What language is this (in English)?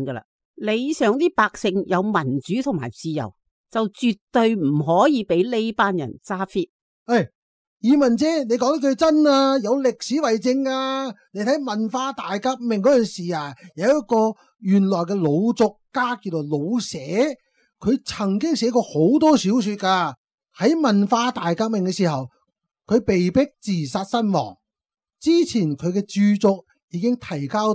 Cantonese